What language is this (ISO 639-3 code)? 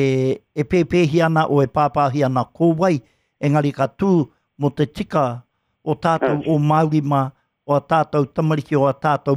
mri